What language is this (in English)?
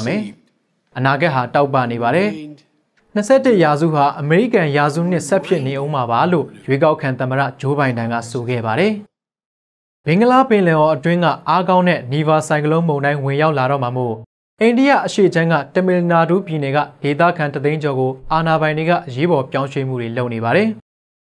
Burmese